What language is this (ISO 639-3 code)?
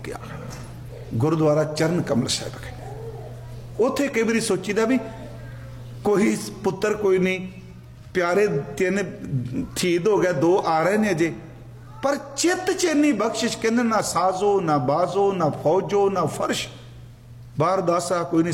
pan